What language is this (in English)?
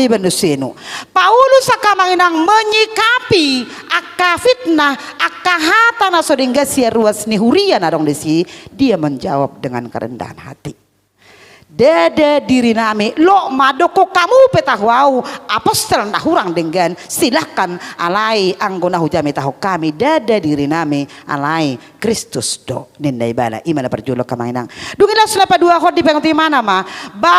Batak Toba